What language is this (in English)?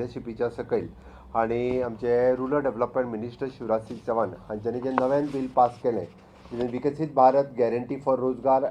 Konkani